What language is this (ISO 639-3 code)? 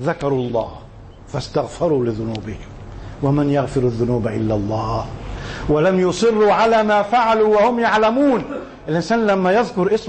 arz